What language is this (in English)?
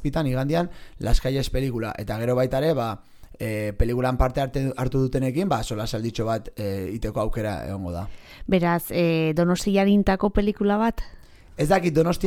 Basque